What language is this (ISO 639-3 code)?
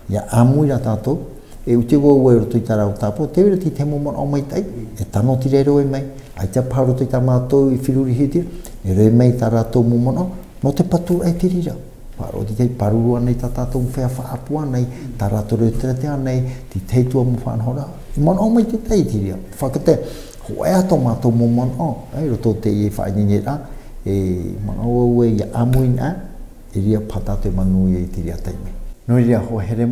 tah